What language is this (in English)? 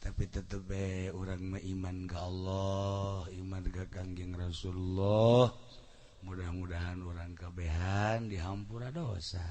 Sundanese